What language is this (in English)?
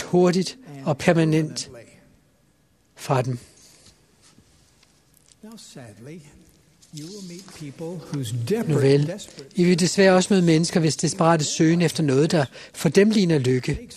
Danish